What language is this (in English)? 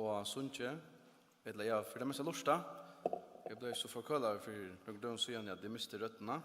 Faroese